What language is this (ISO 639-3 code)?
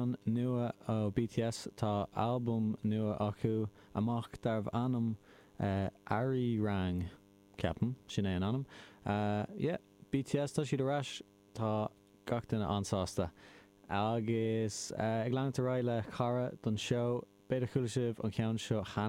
gle